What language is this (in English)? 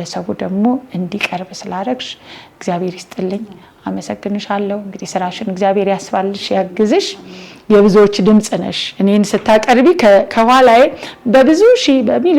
Amharic